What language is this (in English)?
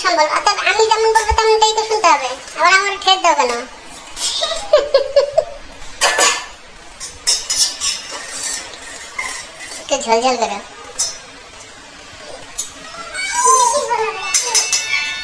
Bangla